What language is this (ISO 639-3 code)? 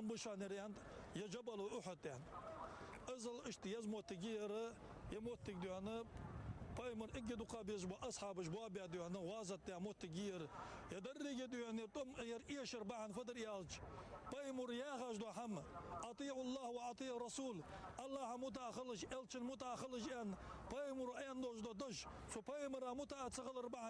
inh